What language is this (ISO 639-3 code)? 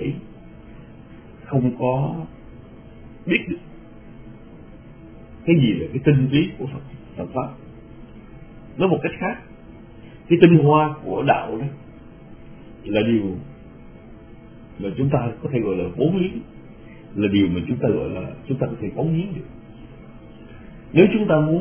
vie